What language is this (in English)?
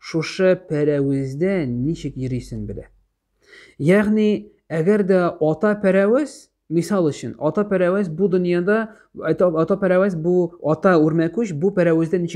Tatar